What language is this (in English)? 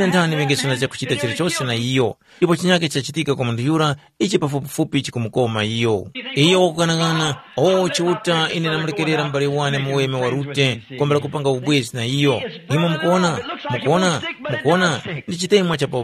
Tumbuka